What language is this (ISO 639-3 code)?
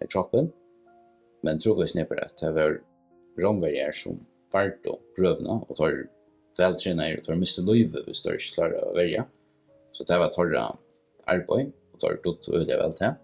fao